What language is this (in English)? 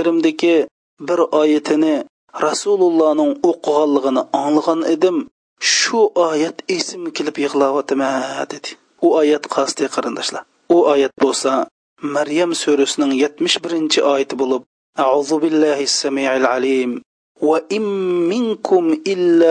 Uyghur